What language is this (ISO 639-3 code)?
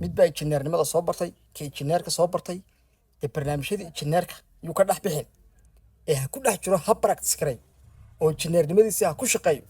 som